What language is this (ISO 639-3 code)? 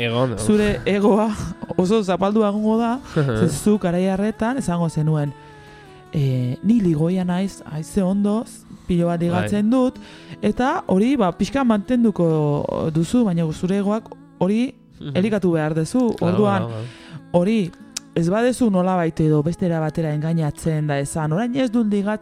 eus